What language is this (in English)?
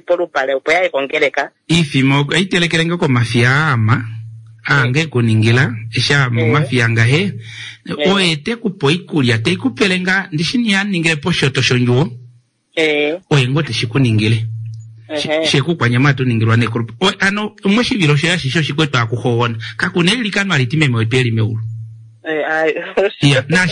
Kuanyama